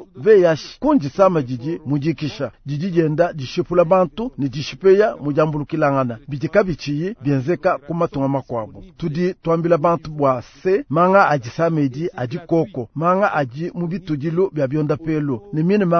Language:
Luba-Lulua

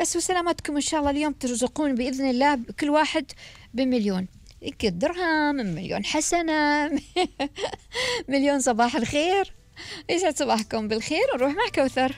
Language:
Gulf Arabic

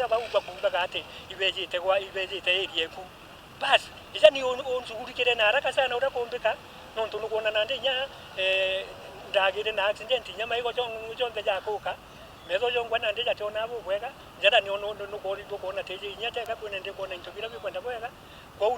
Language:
Meru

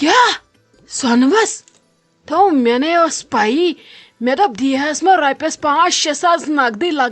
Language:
Kashmiri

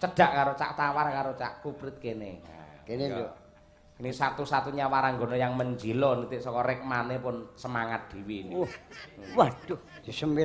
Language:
Javanese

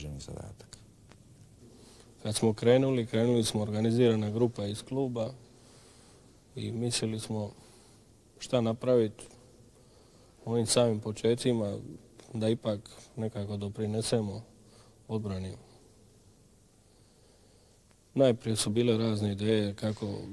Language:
Croatian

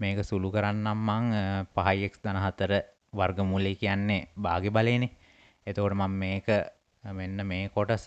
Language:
Sinhala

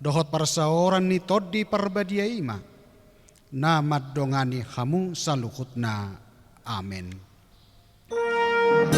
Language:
Batak Toba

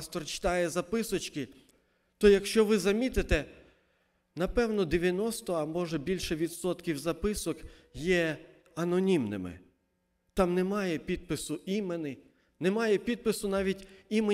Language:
Ukrainian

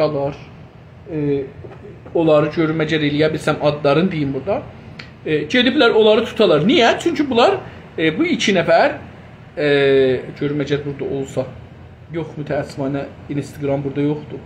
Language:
South Azerbaijani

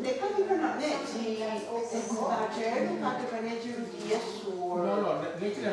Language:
Mohawk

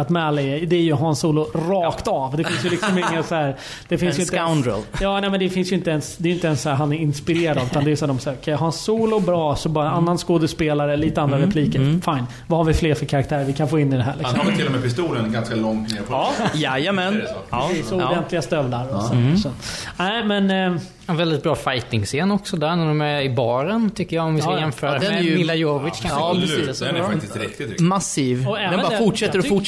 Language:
Swedish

